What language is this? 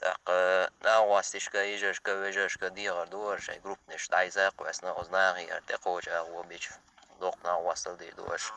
Chechen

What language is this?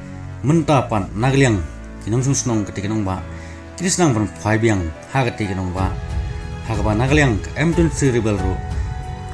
Khasi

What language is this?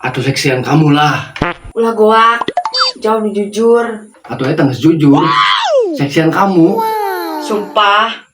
Sundanese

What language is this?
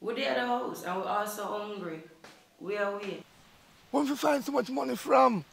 Jamaican Creole English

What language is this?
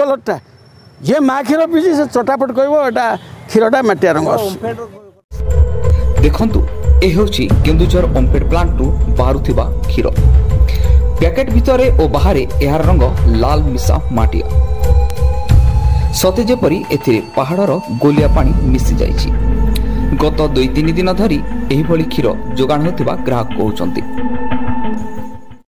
Odia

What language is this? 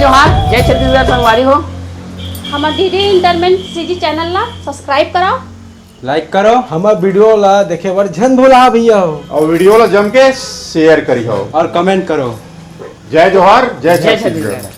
Chhattisgarhi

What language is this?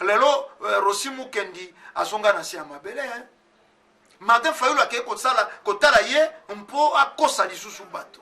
Lingala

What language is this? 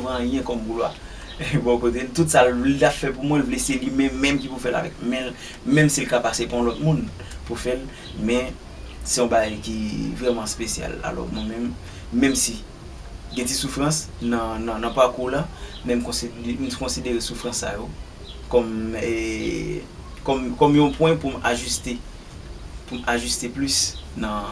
Haitian Creole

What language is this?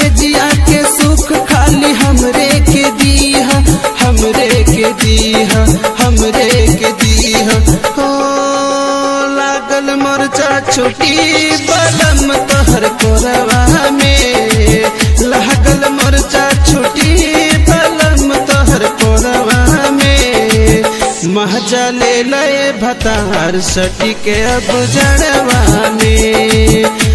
Bhojpuri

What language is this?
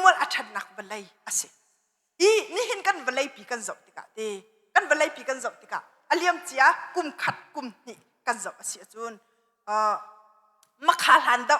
Hakha Chin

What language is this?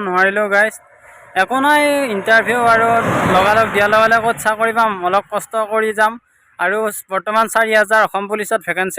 Assamese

